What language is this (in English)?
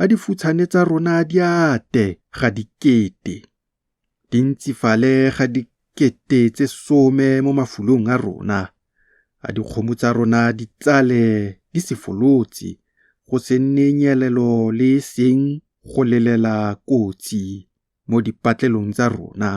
Tswana